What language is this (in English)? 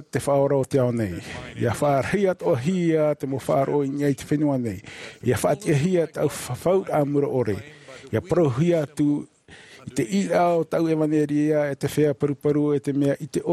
Tahitian